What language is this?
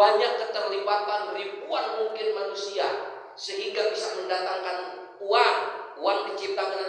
Sundanese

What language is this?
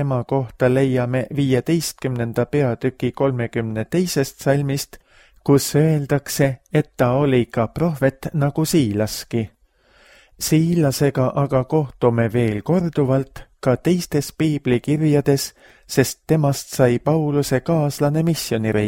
Estonian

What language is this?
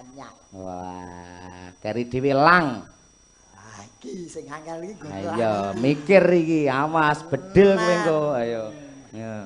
Javanese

